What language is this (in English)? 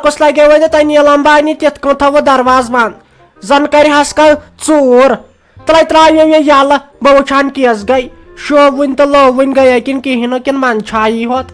Kashmiri